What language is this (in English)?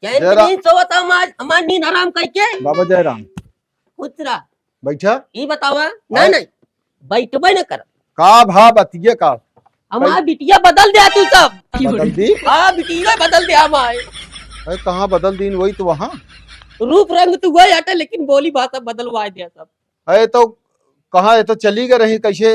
Awadhi